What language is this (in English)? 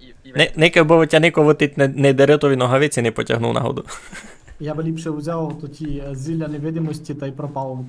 Rusyn